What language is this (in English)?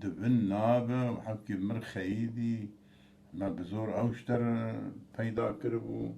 Kurdish